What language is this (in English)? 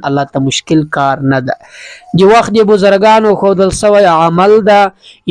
Pashto